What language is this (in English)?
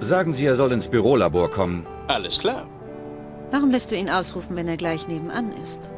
Bavarian